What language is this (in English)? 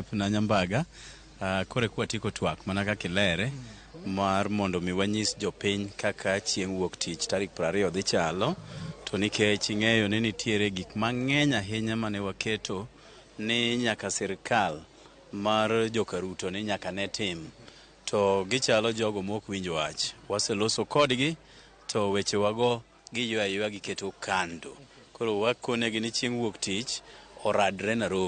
Luo (Kenya and Tanzania)